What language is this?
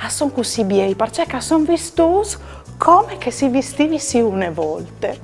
Friulian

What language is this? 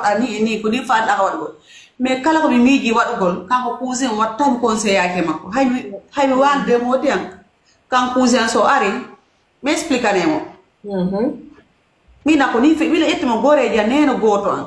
Fula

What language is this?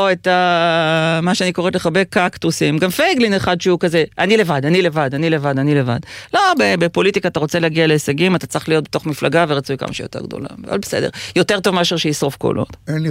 Hebrew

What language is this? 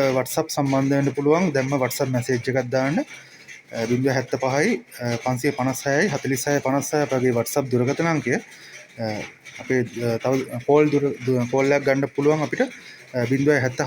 Sinhala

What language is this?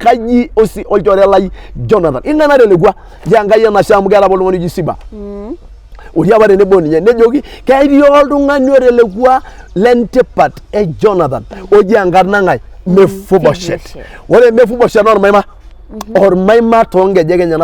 Masai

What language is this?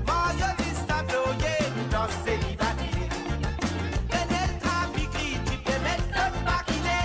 Morisyen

